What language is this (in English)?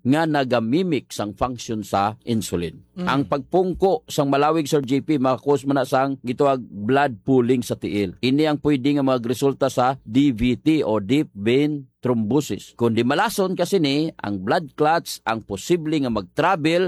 Hiligaynon